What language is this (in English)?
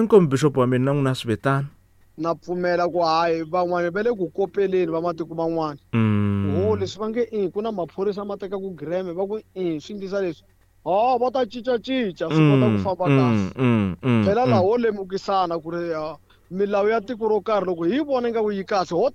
Tsonga